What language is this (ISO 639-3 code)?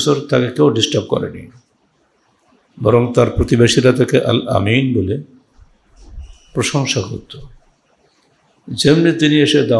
ben